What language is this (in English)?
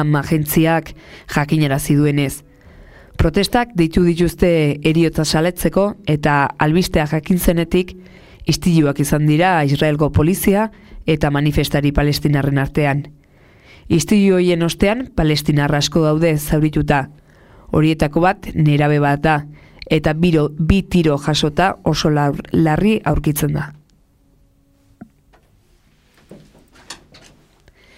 Basque